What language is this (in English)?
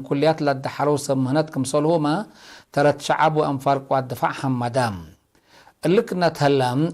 Tigre